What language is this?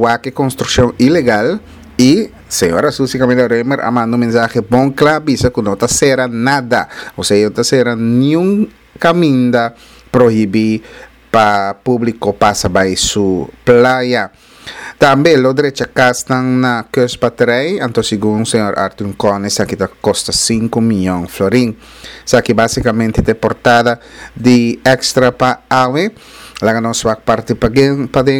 Papiamento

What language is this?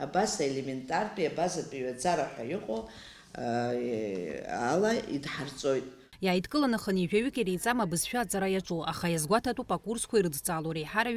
Abkhazian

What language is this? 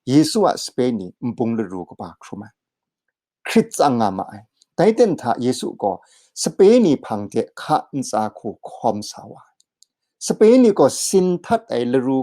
Kachin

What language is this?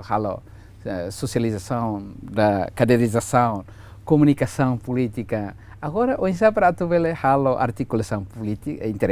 Tetum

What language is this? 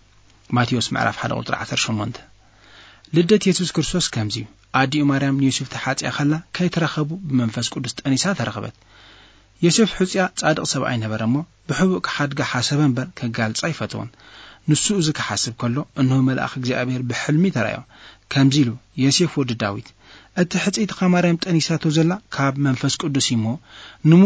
Tigrinya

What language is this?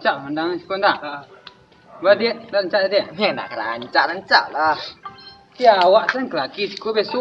Minangkabau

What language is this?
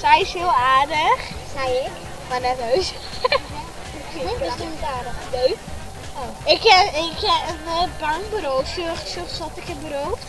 Western Frisian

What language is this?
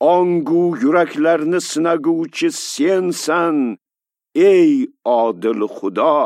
Uzbek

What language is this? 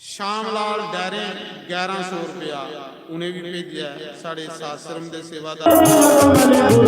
Dogri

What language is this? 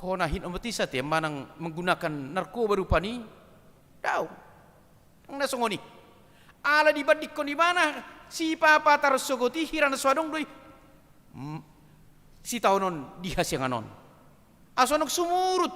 Batak Toba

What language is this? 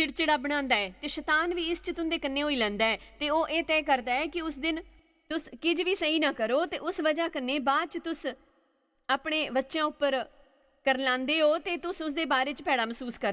Dogri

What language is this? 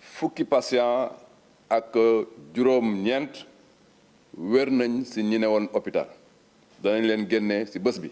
Wolof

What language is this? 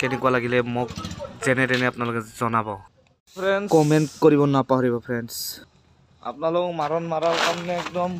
Assamese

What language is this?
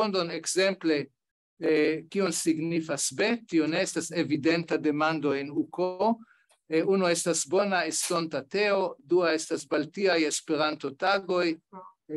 Esperanto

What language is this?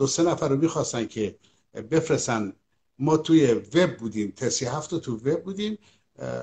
Persian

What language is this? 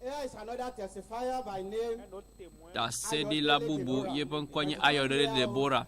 Ewe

